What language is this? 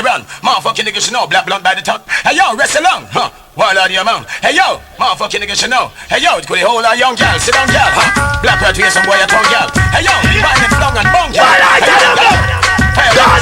Jamaican Creole English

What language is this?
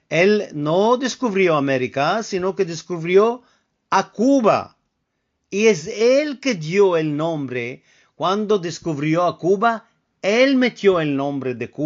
Ladino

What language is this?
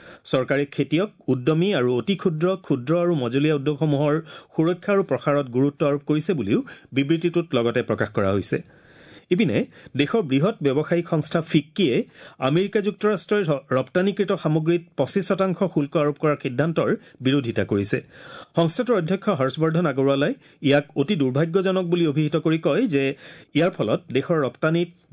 Assamese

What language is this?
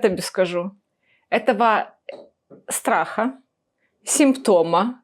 Belarusian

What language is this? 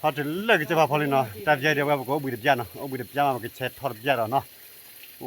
S'gaw Karen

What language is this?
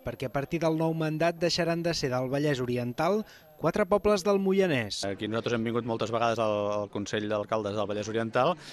Catalan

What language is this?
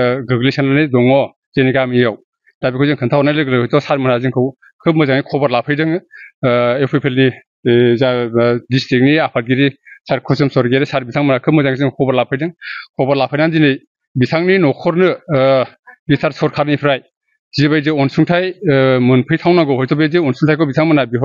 Bodo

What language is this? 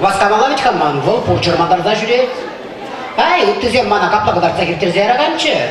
Chuvash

